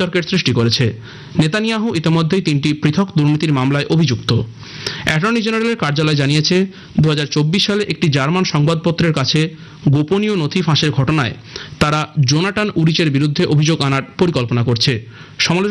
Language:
Bangla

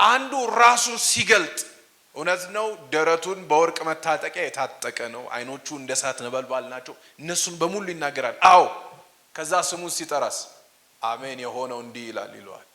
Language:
Amharic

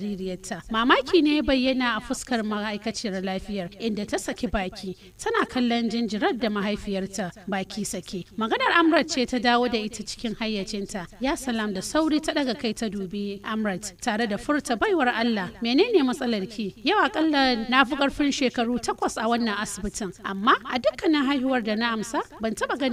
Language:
Hausa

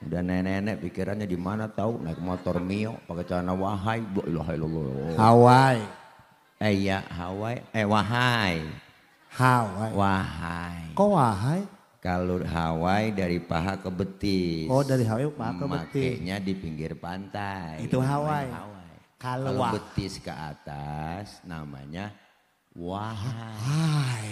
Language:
Betawi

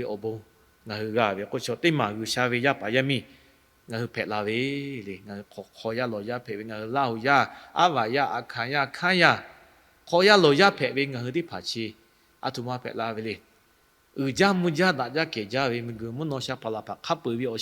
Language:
Lahu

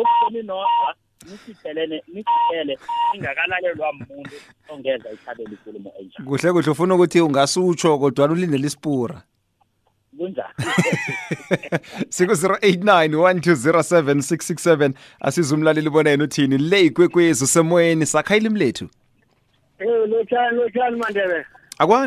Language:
South Ndebele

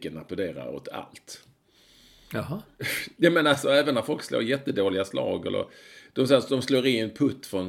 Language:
Swedish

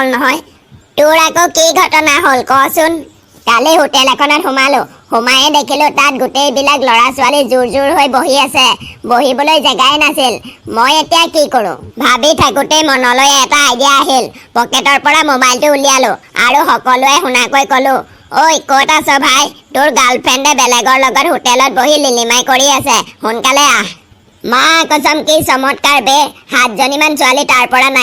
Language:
Assamese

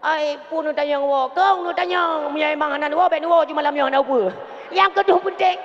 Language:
Achinese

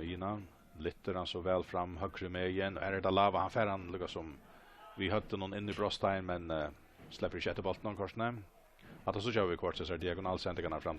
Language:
Faroese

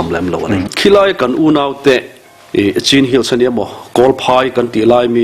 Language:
Mizo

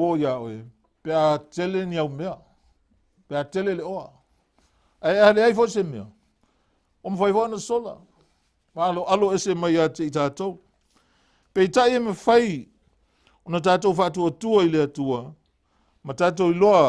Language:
Samoan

